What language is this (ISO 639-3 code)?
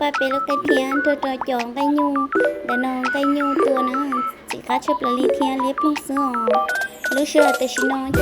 hmn